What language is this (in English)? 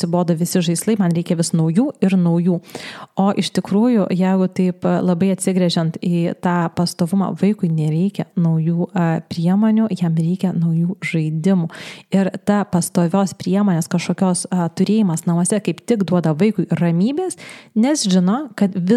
Lithuanian